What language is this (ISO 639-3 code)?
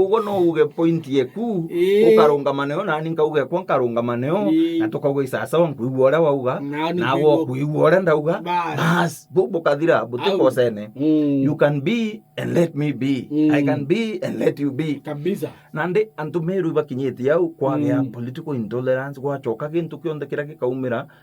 mer